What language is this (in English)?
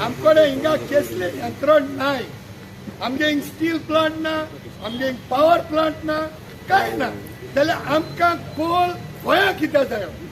Konkani